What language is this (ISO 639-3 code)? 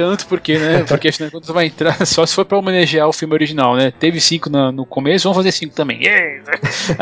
por